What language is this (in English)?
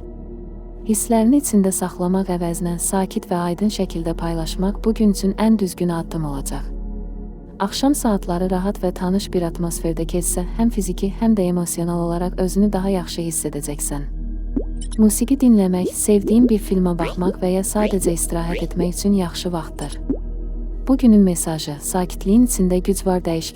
Azerbaijani